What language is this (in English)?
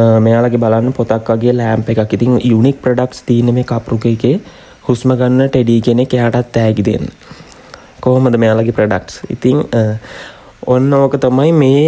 Sinhala